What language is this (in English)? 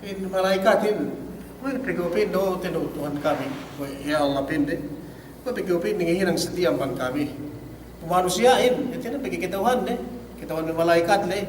Yakan